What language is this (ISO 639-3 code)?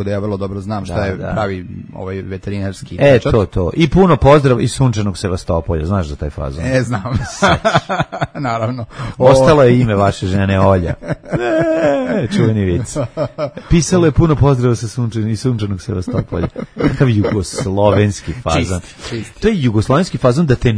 srp